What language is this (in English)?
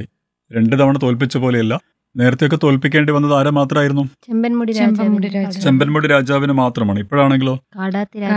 Malayalam